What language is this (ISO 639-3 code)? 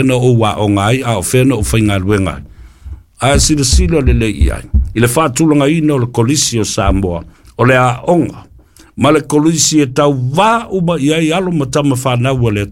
smo